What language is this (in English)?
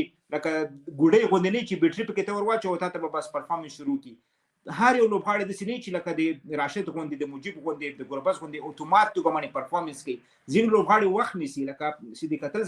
Pashto